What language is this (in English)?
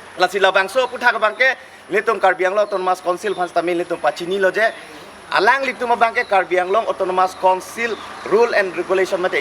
Karbi